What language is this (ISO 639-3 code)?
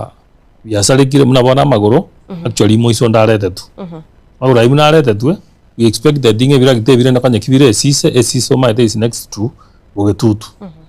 guz